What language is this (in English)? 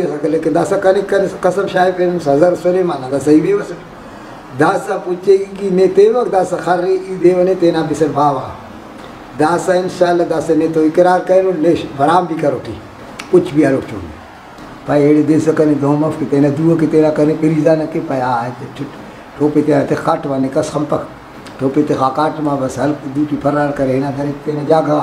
Brahui